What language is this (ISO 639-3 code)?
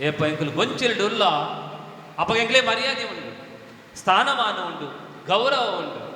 tcy